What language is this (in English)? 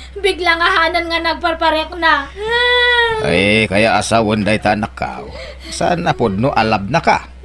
Iloko